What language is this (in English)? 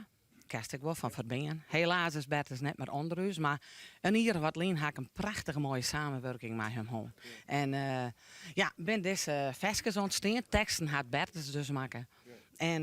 Western Frisian